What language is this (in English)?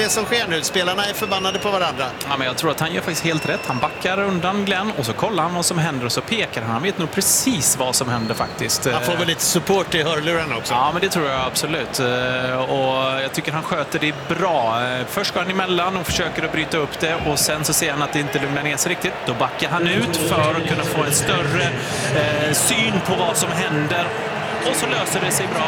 Swedish